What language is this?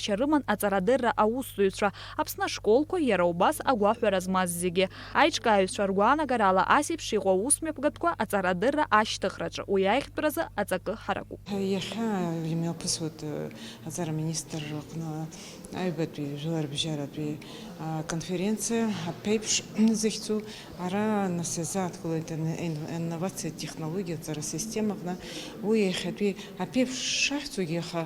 Abkhazian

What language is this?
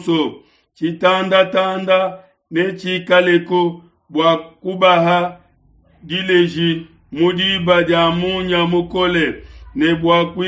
Luba-Lulua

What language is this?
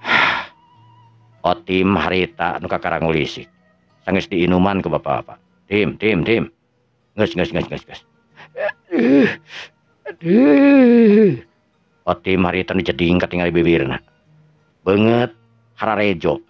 Sundanese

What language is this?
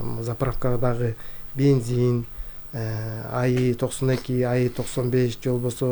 Kyrgyz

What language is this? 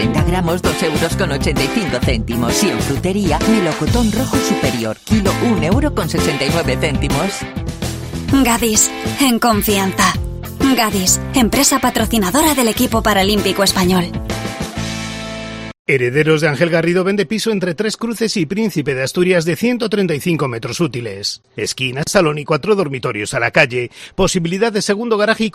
Spanish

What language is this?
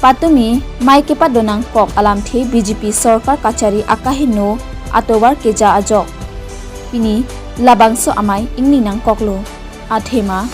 Karbi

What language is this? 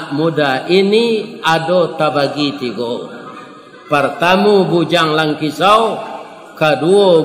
Minangkabau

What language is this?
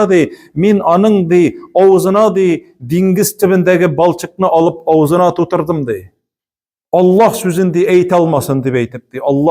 Tatar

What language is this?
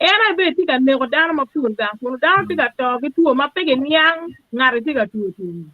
Acoli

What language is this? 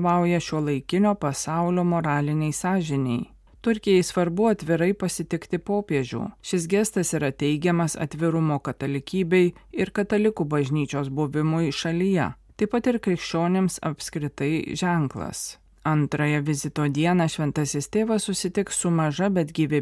Lithuanian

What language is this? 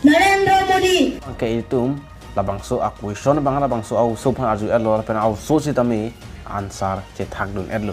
Karbi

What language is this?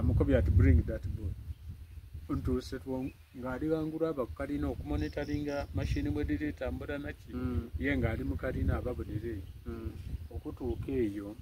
Soga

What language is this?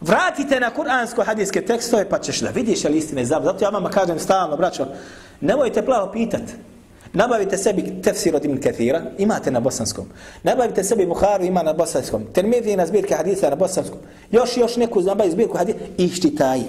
Bosnian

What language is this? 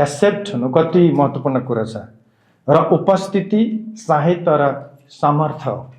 Nepali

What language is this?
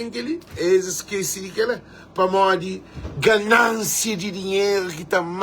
Kabuverdianu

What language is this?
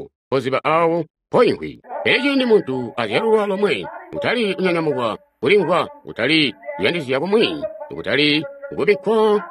Tonga (Zambia)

